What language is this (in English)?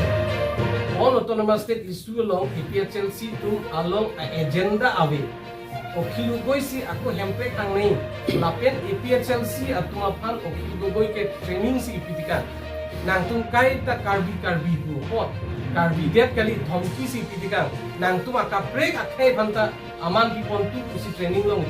Karbi